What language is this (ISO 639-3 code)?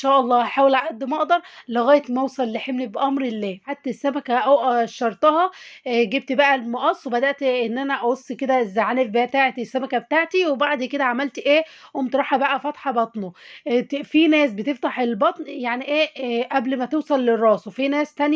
arz